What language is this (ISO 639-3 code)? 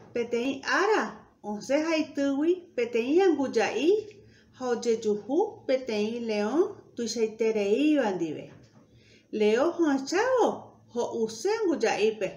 grn